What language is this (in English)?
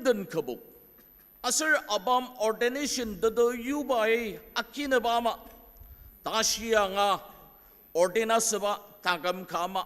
Ao Naga